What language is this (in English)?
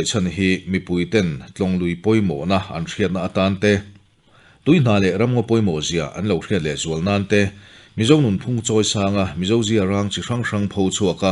Mizo